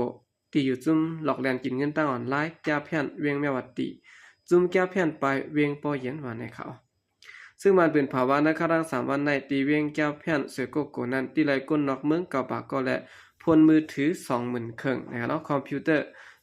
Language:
Shan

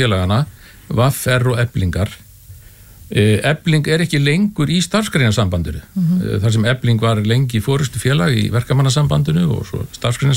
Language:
Icelandic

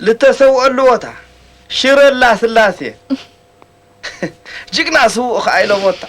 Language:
Tigrinya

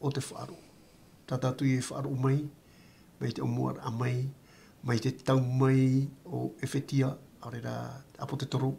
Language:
Tahitian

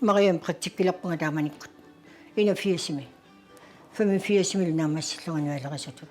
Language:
Kalaallisut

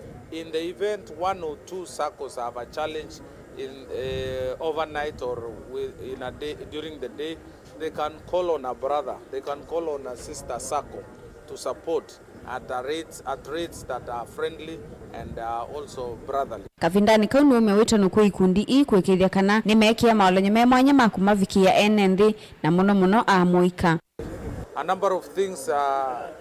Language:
Kamba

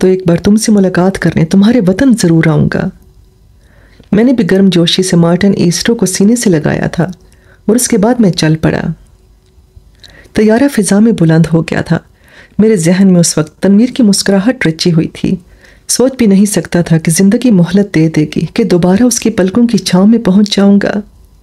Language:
Urdu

